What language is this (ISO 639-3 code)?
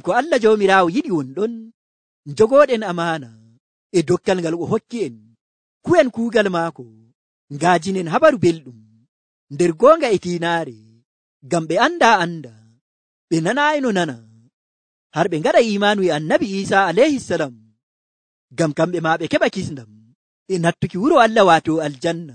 fuv